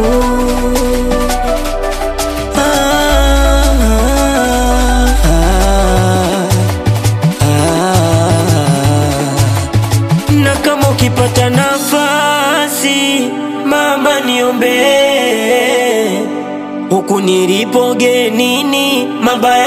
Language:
Swahili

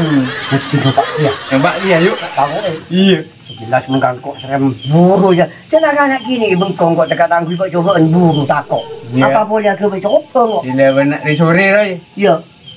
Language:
Madurese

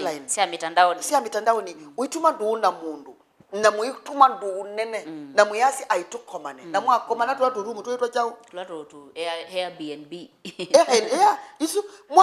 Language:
Kamba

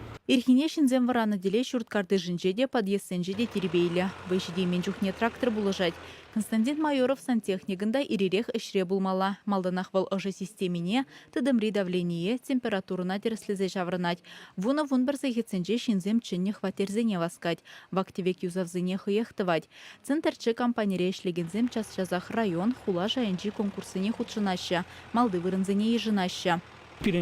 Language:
Chuvash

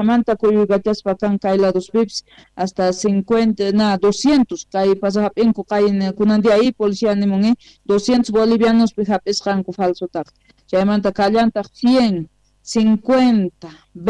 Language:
South Bolivian Quechua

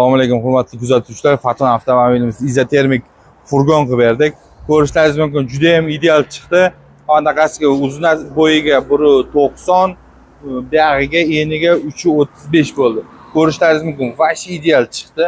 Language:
Uzbek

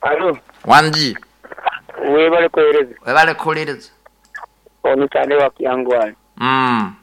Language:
Nyoro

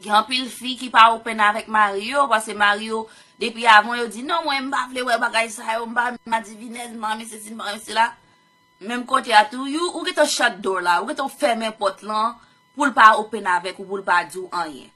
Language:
Haitian Creole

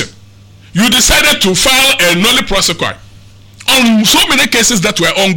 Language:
English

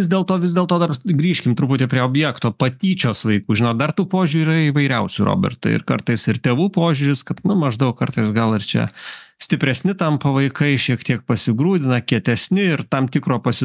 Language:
Lithuanian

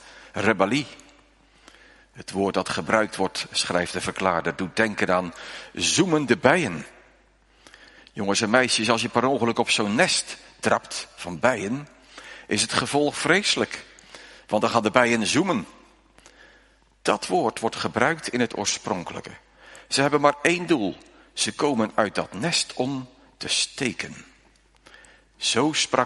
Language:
Dutch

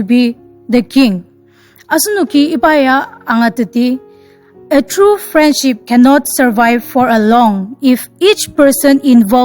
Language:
Ao Naga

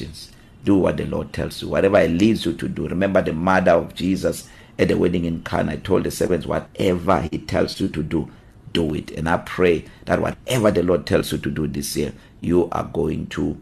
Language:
English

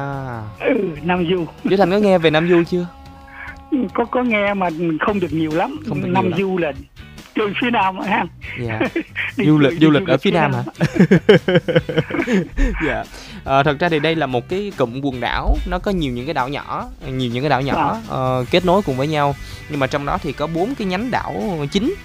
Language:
Vietnamese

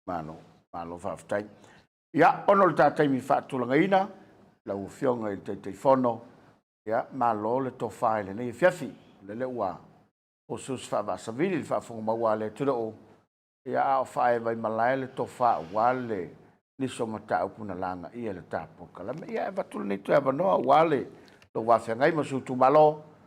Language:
Samoan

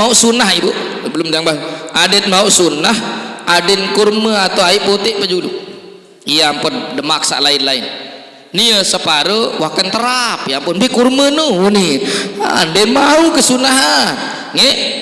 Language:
Sasak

